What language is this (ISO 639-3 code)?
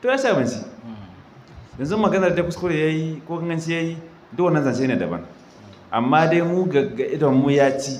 hau